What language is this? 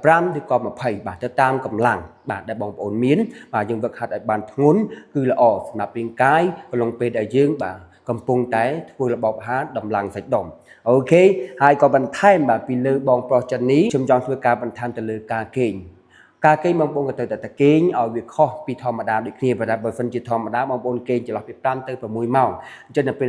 Khmer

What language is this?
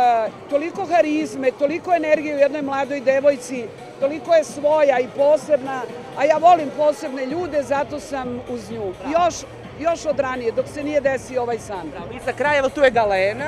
Serbian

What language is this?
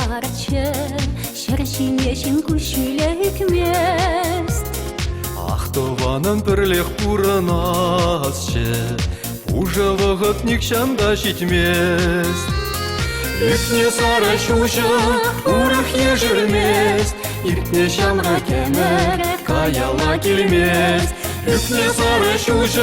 Chuvash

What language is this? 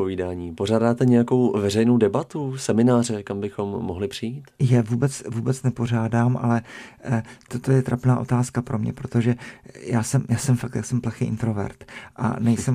Czech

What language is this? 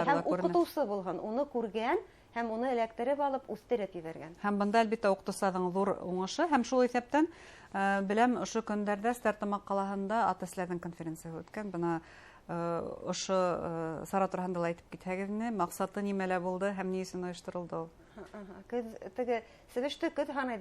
Bashkir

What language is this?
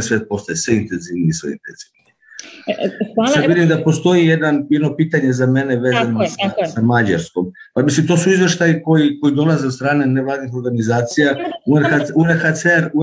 Serbian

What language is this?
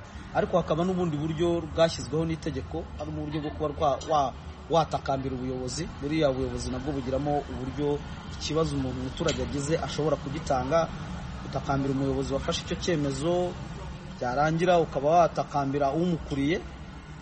Kinyarwanda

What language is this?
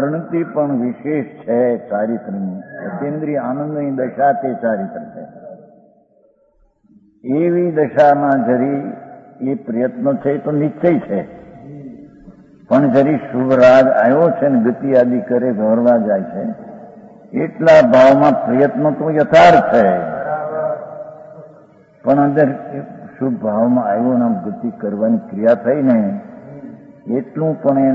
Gujarati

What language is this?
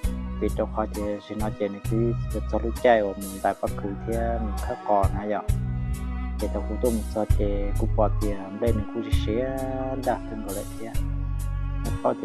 Hmong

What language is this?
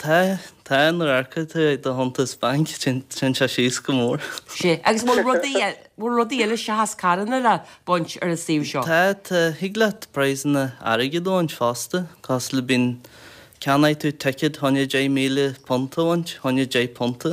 Irish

